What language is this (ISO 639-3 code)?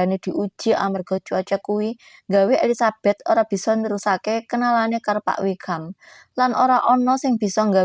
jav